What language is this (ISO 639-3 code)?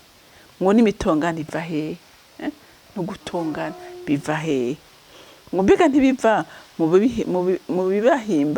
run